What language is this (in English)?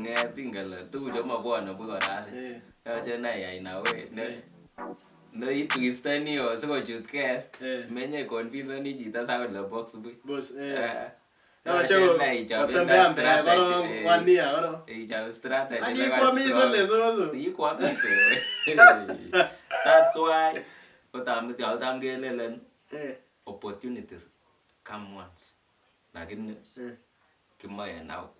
Kalenjin